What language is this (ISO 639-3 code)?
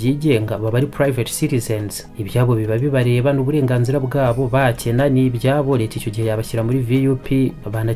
kin